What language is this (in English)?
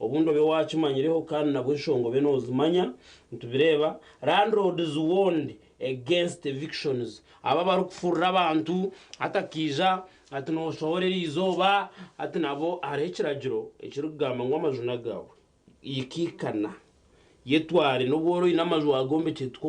Nyankole